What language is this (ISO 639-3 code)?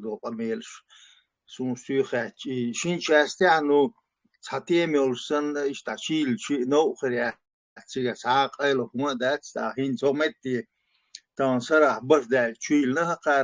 che